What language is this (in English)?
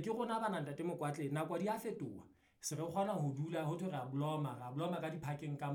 Southern Sotho